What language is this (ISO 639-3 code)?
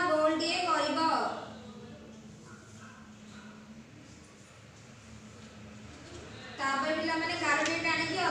ori